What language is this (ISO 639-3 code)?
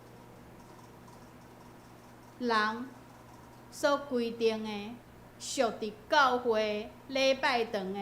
nan